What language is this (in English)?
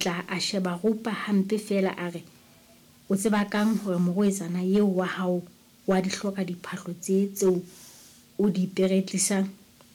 Southern Sotho